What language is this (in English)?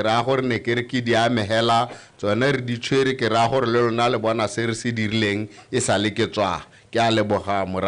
Tswana